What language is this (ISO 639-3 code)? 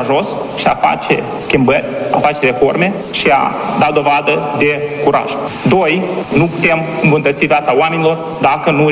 ron